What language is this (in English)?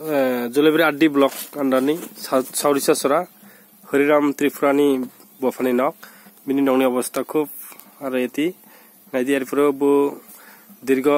Kok Borok